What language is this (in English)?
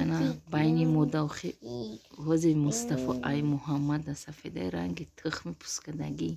Tajik